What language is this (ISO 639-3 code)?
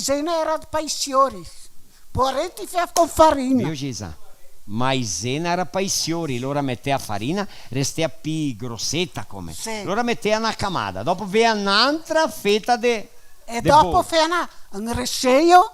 vec